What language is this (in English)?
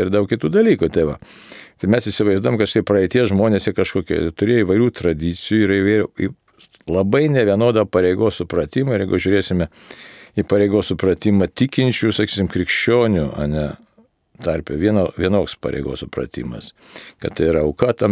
Lithuanian